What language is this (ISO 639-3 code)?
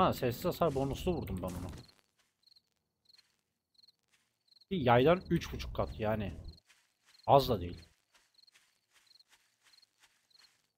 tur